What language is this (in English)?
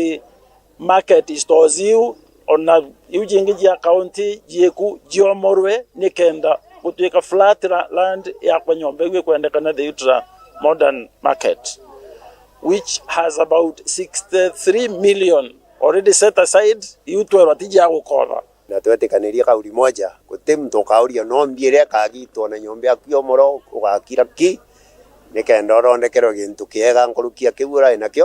Meru